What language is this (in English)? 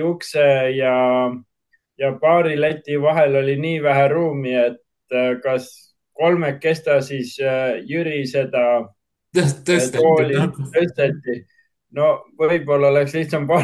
Estonian